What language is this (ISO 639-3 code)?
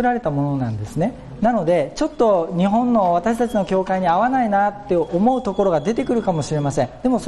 jpn